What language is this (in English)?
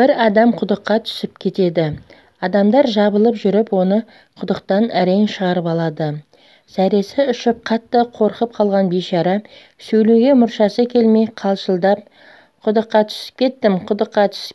Kazakh